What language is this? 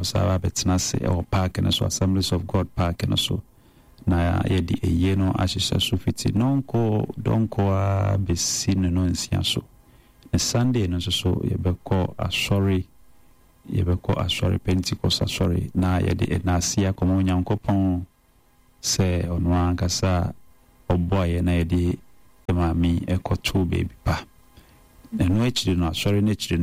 Akan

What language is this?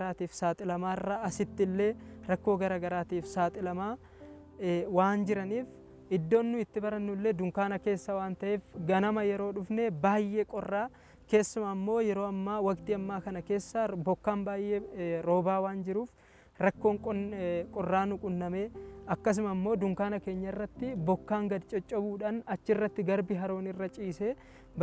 Oromo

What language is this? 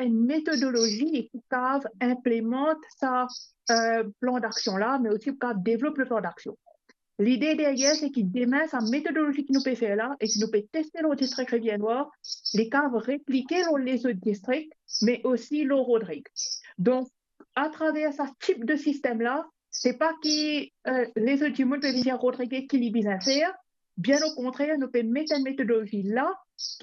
Morisyen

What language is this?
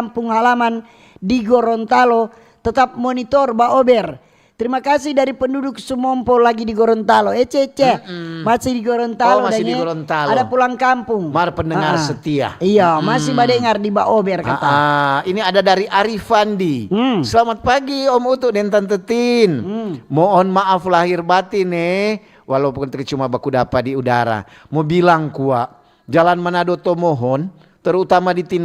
Manado Malay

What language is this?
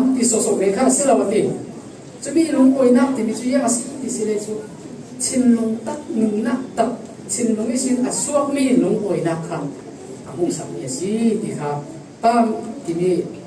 Falam Chin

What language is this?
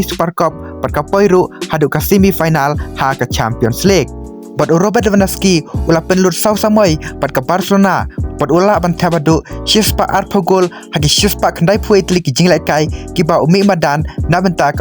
Khasi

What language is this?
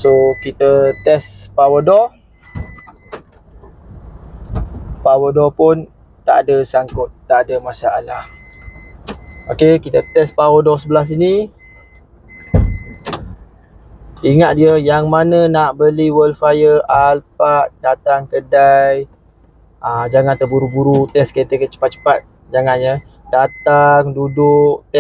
Malay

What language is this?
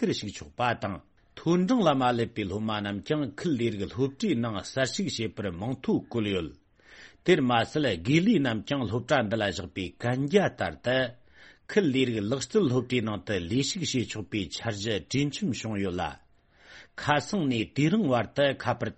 Tibetan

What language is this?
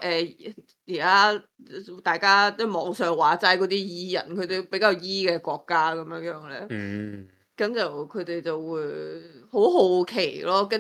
Cantonese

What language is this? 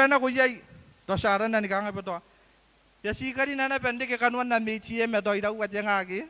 Gilbertese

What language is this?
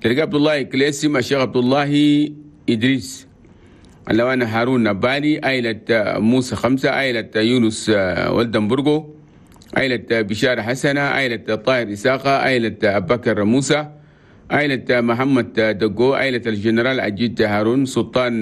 Chadian Arabic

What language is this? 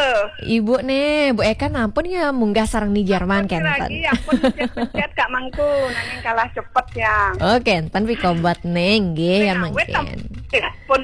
Balinese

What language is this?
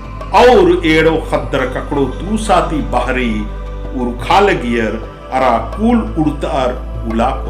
Kurukh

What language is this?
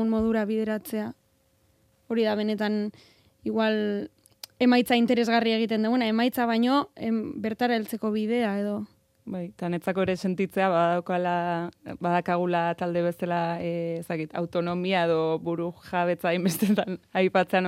Basque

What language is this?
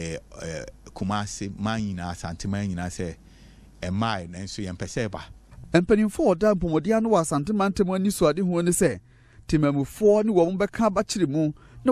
Akan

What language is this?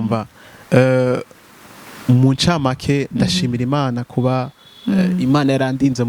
Rundi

